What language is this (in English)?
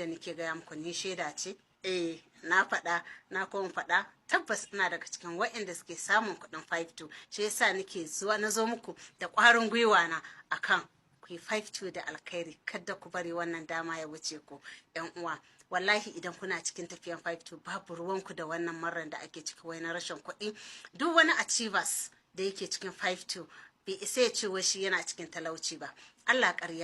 Hausa